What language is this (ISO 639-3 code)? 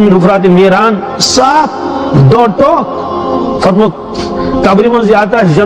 kas